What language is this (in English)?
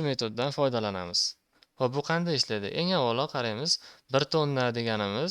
Uzbek